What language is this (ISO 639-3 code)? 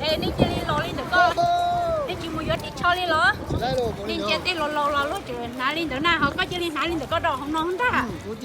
hmn